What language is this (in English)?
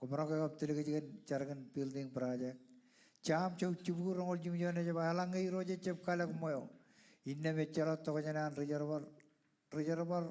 Marshallese